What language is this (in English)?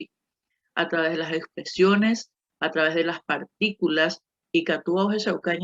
Guarani